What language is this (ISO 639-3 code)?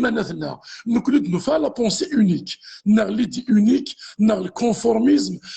kab